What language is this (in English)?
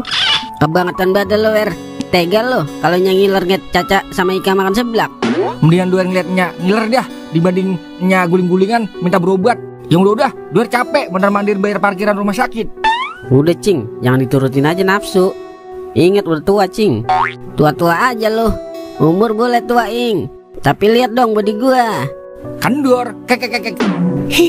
Betawi